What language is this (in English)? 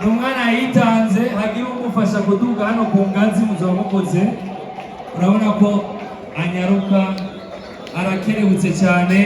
Rundi